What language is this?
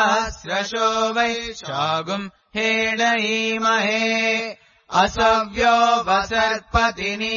Sanskrit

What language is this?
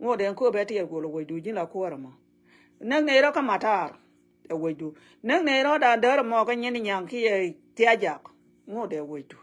Nuer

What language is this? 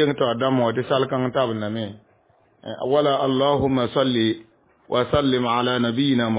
Mossi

